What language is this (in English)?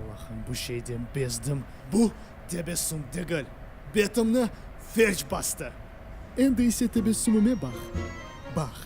Crimean Tatar